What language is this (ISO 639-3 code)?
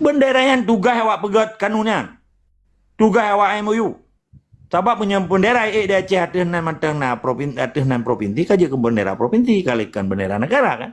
ace